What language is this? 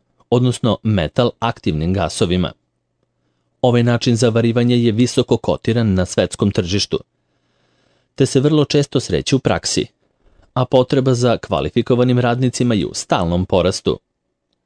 Serbian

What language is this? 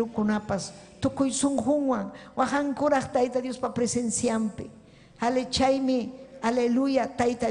Ayacucho Quechua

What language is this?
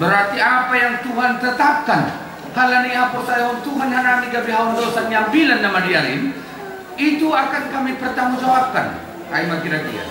Batak Simalungun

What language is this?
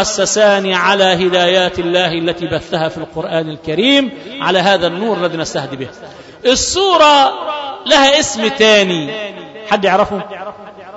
Arabic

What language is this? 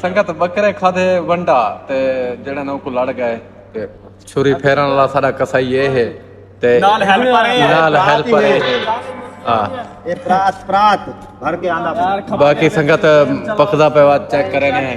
Saraiki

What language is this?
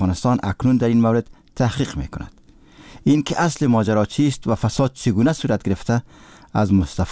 Persian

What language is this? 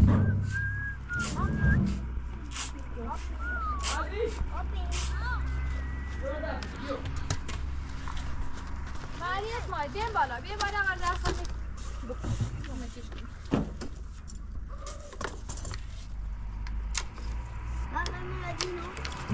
Persian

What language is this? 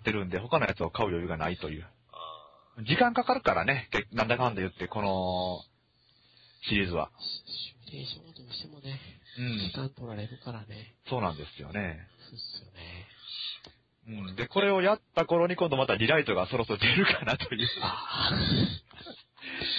Japanese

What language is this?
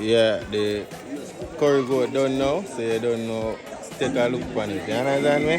Jamaican Creole English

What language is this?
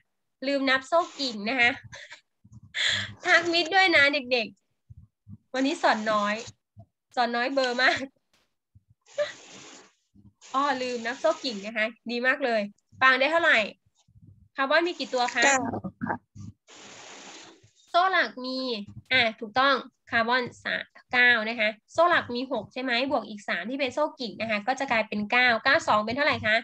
Thai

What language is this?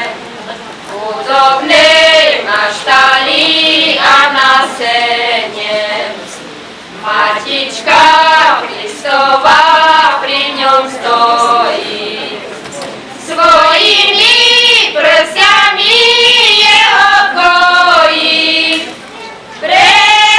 Slovak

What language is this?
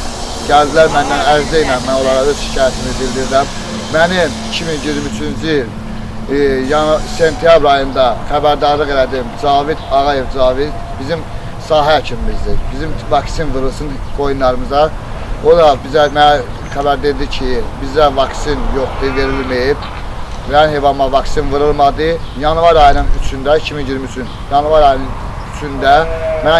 Azerbaijani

